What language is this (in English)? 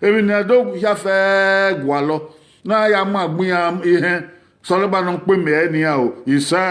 Bini